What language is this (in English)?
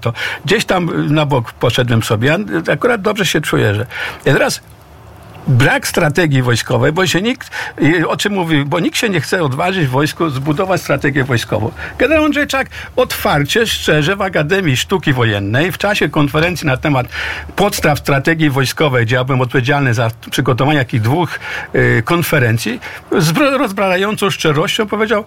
Polish